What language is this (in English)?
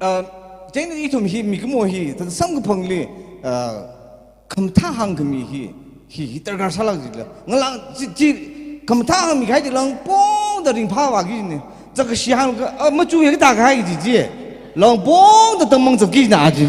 Tangkhul Naga (India)